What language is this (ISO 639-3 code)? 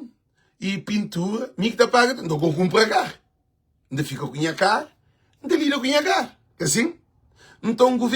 kea